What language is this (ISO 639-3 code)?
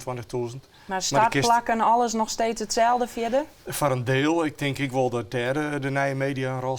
fry